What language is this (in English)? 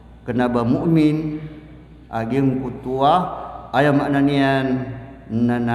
Maranao